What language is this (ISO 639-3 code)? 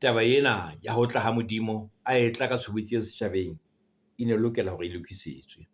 sot